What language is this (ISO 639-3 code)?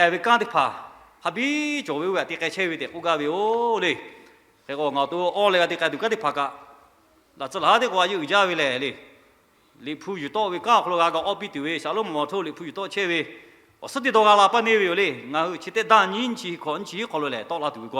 lhu